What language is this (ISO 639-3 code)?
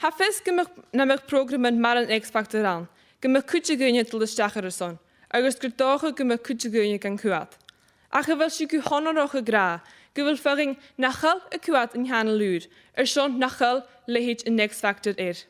gla